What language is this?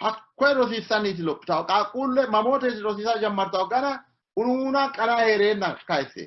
Sidamo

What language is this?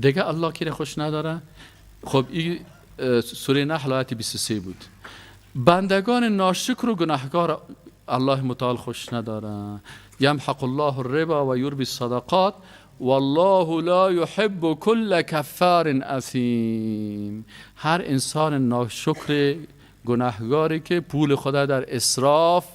Persian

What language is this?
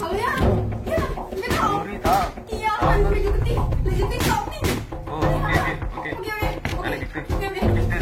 Sasak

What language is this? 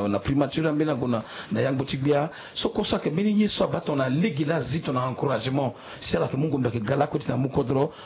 Sango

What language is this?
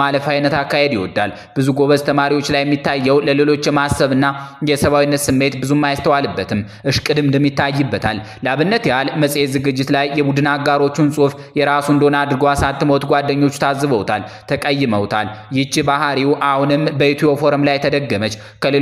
Amharic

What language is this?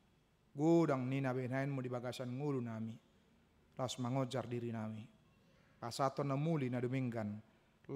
Batak Toba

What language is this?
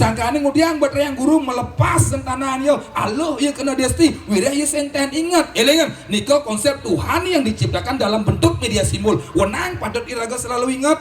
Balinese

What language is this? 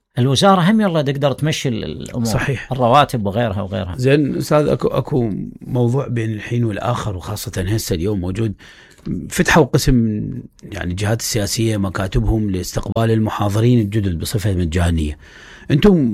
Mesopotamian Arabic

